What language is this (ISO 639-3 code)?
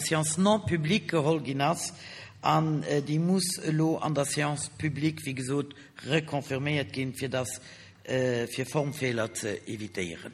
ltz